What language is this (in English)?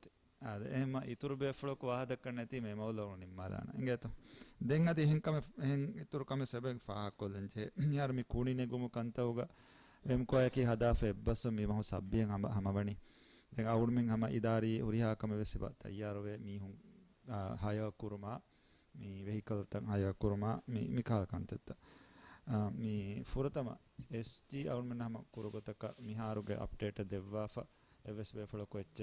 Divehi